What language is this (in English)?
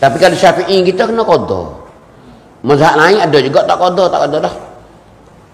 Malay